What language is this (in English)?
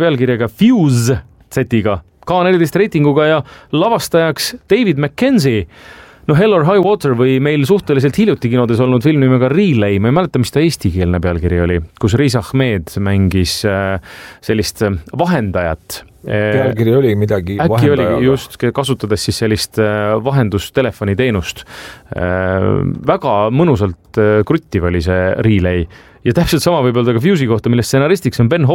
Estonian